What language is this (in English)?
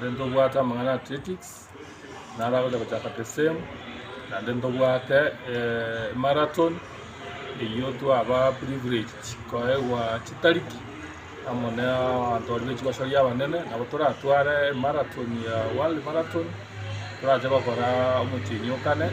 Gusii